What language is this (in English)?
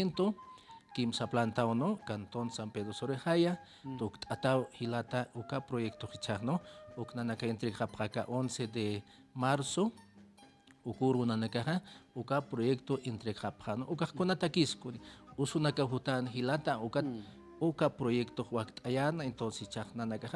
Aymara